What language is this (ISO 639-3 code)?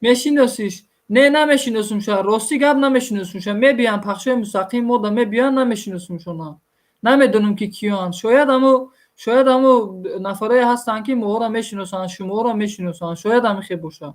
tgk